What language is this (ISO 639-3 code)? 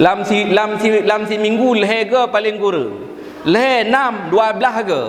ace